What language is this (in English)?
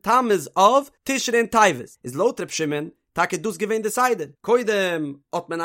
Yiddish